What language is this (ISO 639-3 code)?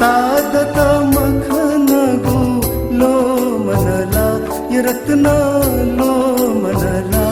new